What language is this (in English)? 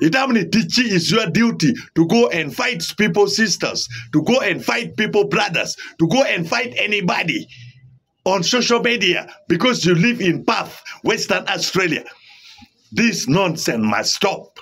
Acoli